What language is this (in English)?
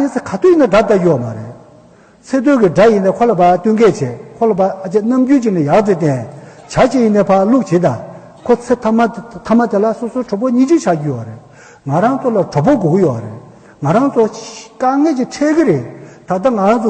Tibetan